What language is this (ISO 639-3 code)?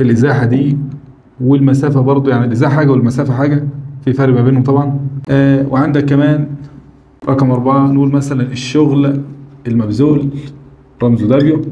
arz